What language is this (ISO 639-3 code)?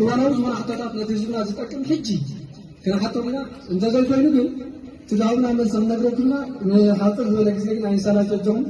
tir